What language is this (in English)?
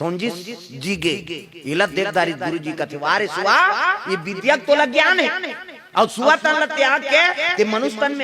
Chhattisgarhi